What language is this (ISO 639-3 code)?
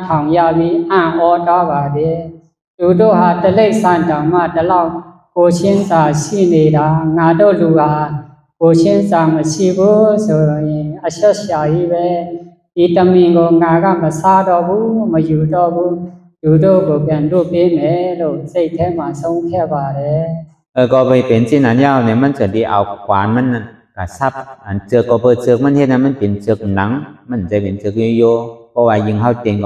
shn